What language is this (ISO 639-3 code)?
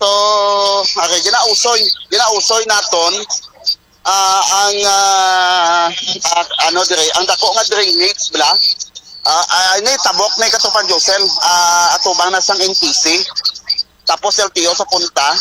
hil